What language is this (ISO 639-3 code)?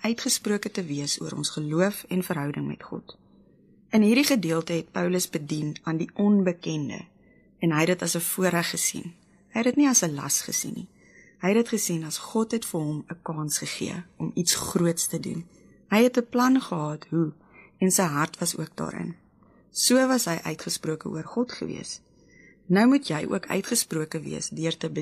afr